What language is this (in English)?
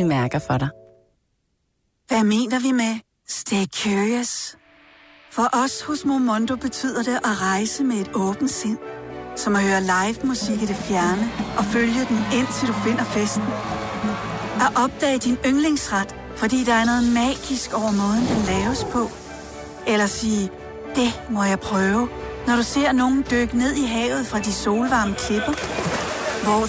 Danish